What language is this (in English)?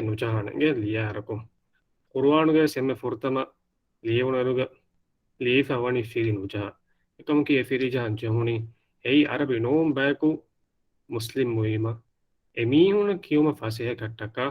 Divehi